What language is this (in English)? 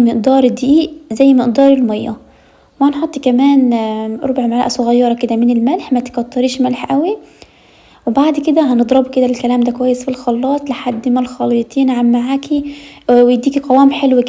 Egyptian Arabic